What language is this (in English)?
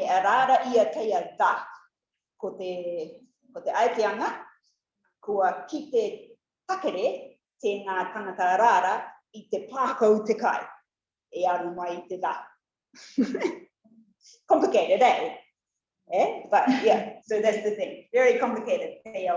Rarotongan